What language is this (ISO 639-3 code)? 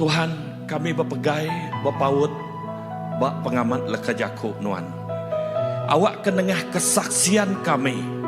iba